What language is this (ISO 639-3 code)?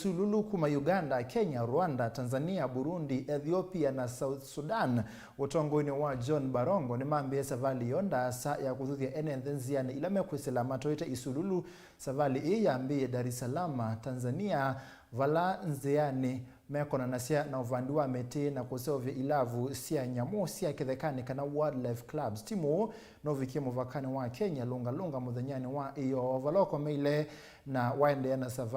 kam